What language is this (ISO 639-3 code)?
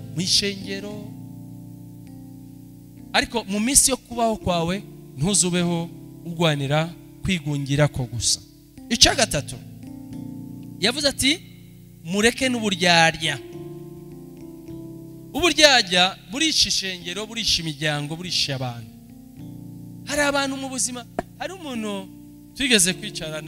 run